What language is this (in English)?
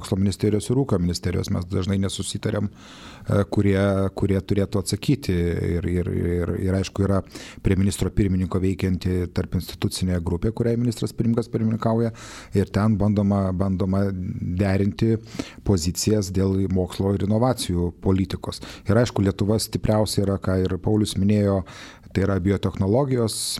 Lithuanian